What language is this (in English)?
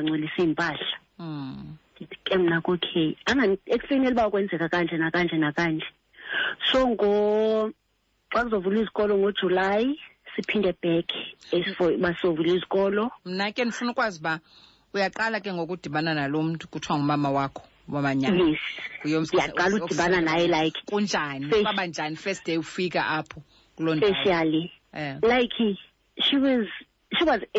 Xhosa